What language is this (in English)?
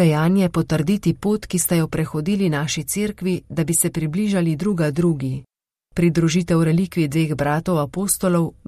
Slovenian